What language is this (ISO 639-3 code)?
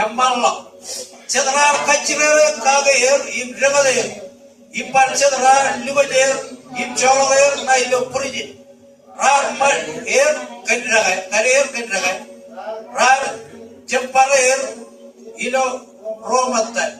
mah